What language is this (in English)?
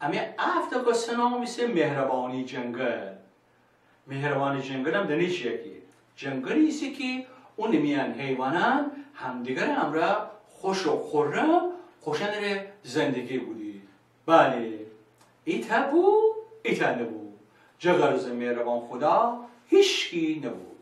Gilaki